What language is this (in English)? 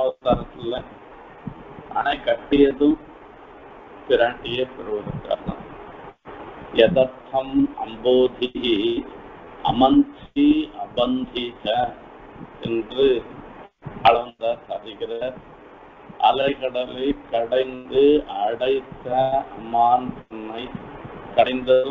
Tamil